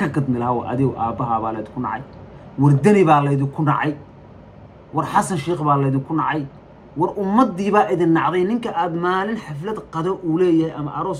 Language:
Somali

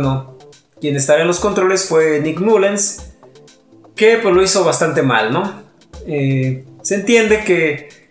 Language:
Spanish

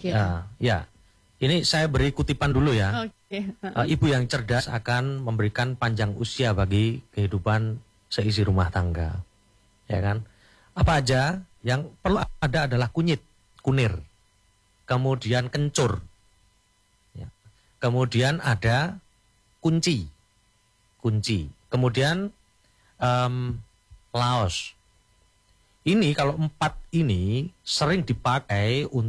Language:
Indonesian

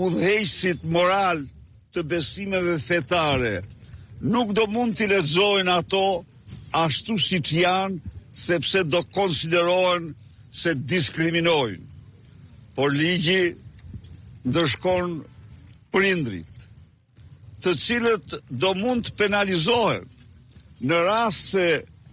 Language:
Albanian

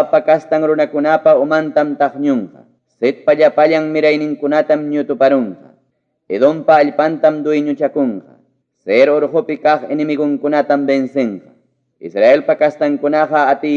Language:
Ayacucho Quechua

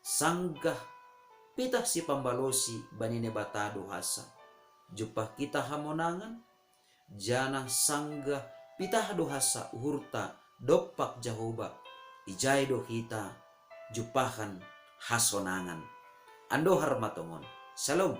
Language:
Batak Simalungun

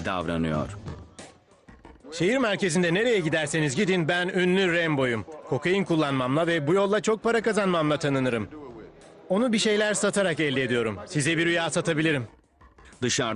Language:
Turkish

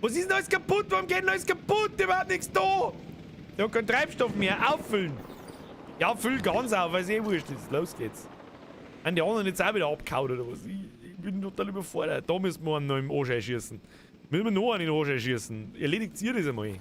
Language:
Bavarian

